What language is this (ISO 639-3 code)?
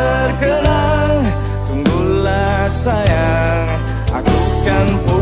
ind